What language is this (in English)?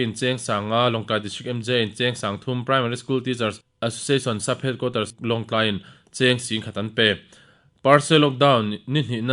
Mizo